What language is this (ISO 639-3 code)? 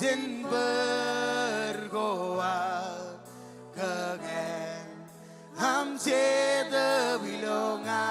mah